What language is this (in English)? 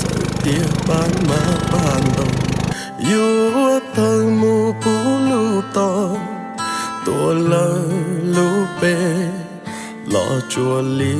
Hmong